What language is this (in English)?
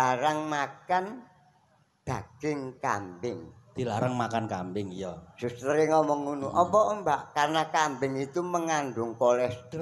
Javanese